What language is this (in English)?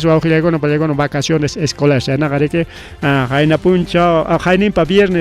Ayacucho Quechua